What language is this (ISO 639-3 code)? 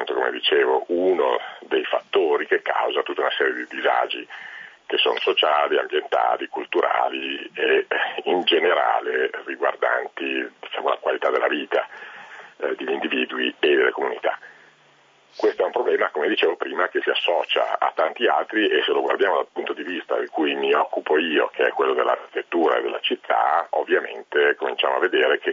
ita